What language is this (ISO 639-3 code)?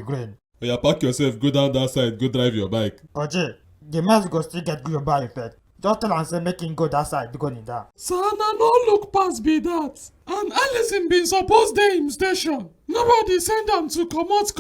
pcm